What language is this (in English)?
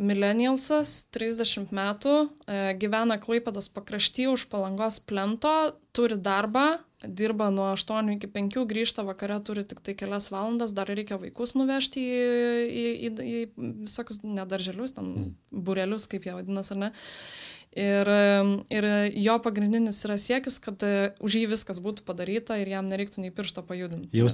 Lithuanian